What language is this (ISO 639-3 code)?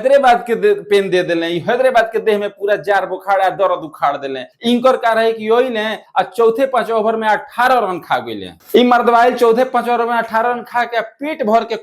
bho